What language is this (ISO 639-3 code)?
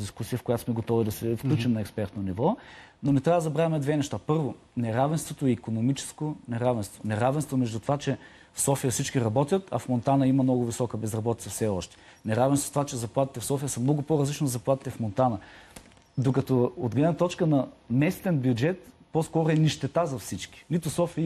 bul